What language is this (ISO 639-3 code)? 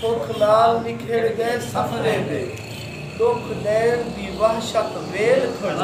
skr